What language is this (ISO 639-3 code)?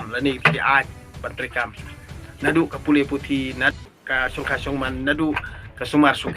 kha